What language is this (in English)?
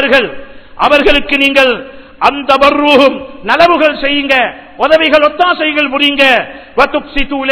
Tamil